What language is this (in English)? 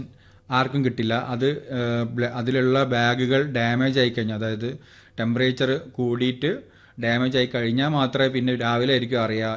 Malayalam